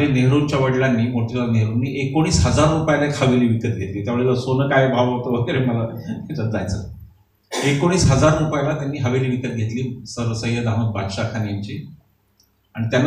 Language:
Marathi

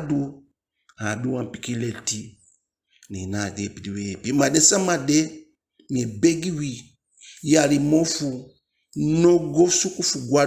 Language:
Eastern Maroon Creole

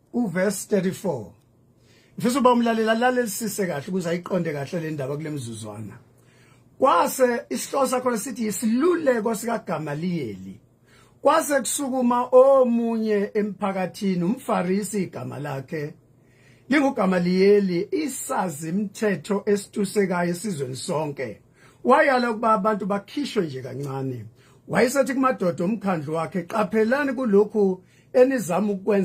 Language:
Zulu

